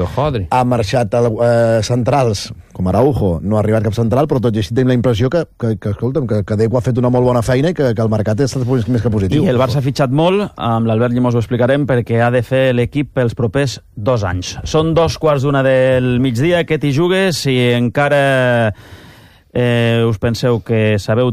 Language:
Catalan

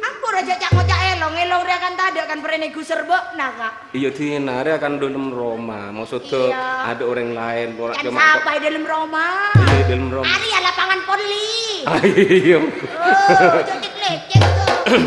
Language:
Madurese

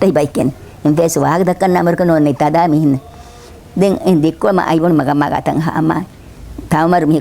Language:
Divehi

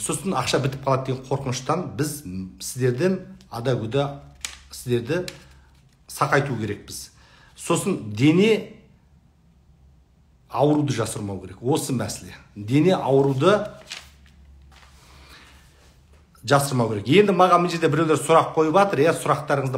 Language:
Kazakh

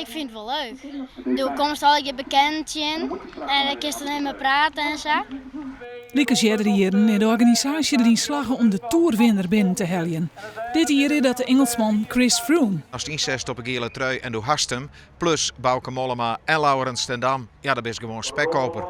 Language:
Western Frisian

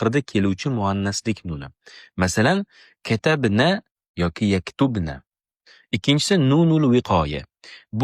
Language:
Uzbek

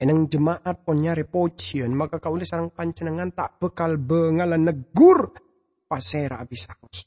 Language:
Madurese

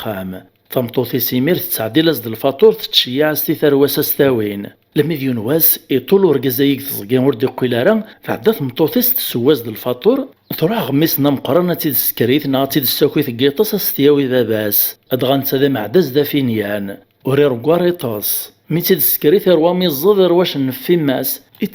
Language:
Kabyle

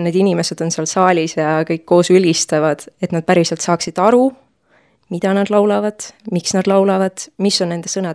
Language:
Estonian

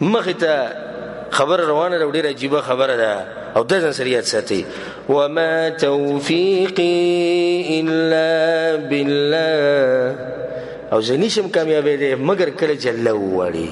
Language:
Pashto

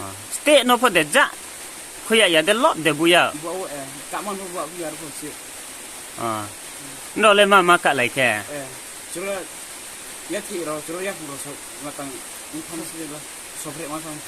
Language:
Riang (India)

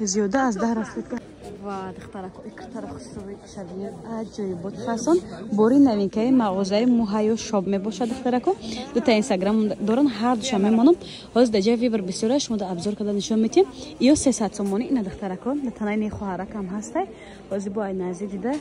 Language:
Tajik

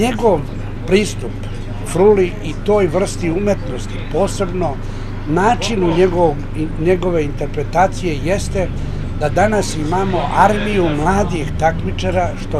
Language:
Serbian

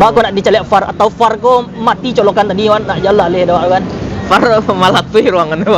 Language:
Minangkabau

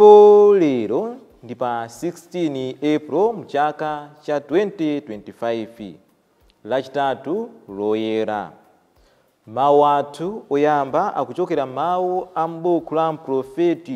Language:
Nyanja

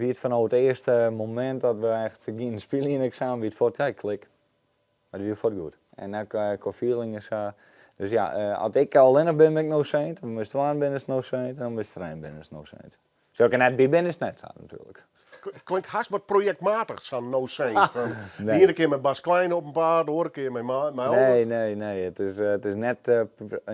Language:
Western Frisian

